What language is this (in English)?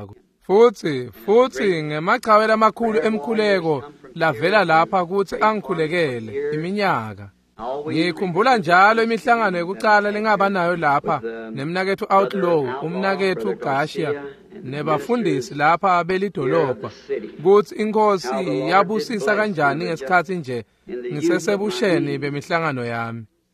Swati